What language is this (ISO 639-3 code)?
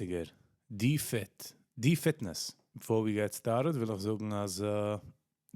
yid